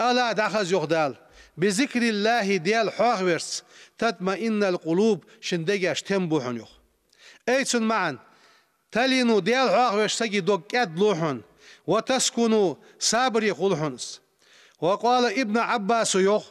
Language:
Ingush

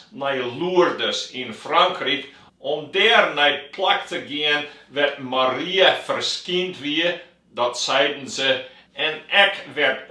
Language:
Western Frisian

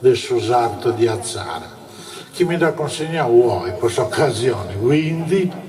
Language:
Sardinian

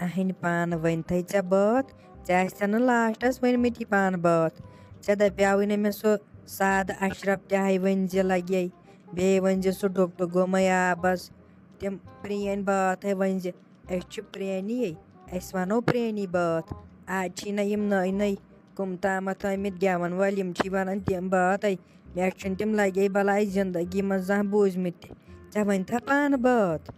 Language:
Kashmiri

